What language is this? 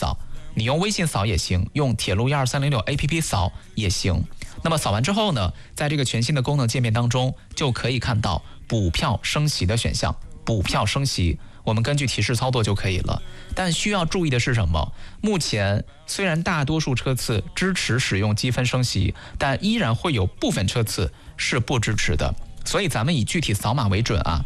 Chinese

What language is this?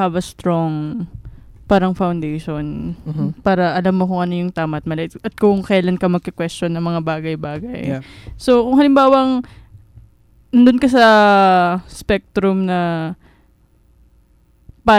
Filipino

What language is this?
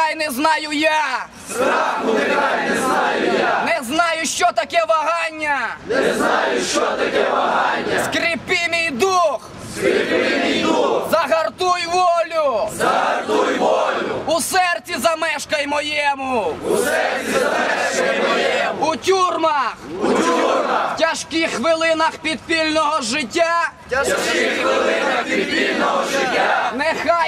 Ukrainian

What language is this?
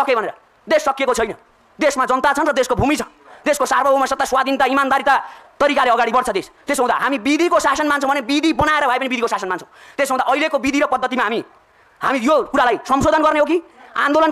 Nepali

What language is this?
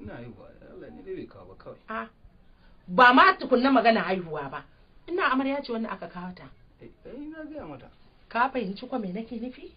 Hausa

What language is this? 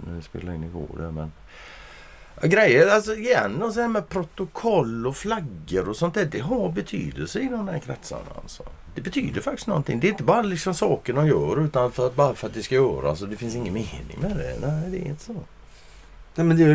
Swedish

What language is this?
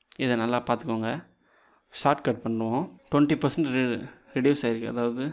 Tamil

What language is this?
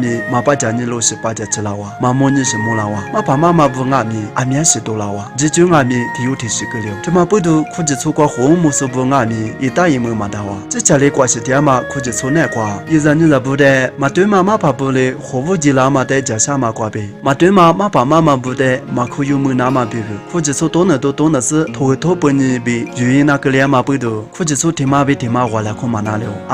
Lisu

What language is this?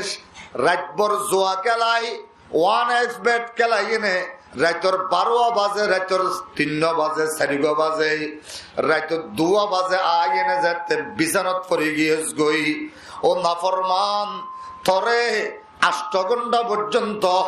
Rohingya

